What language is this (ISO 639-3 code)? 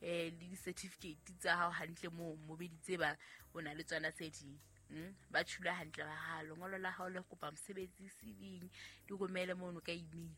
sot